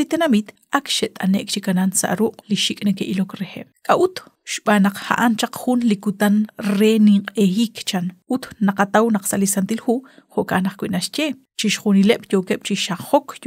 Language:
Kekchí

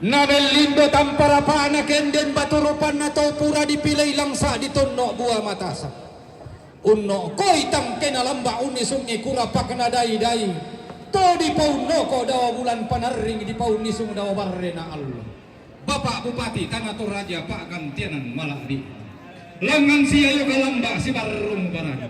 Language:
Toraja-Sa'dan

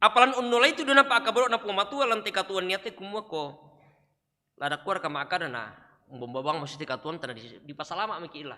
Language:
Toraja-Sa'dan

